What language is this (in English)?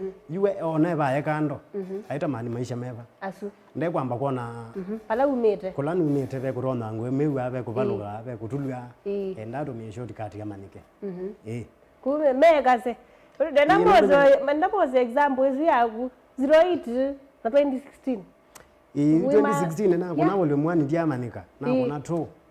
Kamba